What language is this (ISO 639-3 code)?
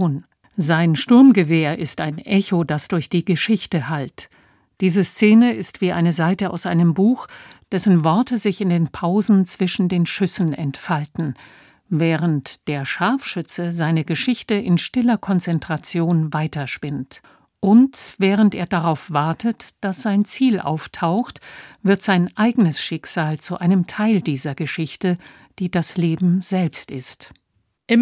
deu